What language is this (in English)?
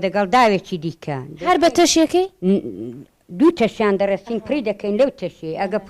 Central Kurdish